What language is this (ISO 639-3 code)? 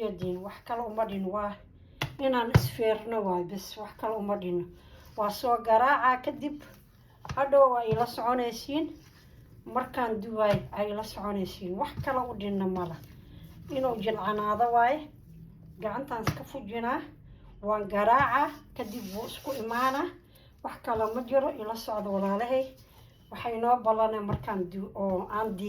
som